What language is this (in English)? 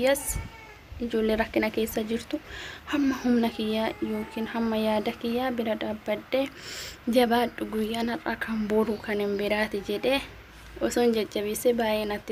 Oromo